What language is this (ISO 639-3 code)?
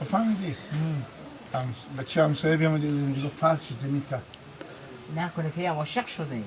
fas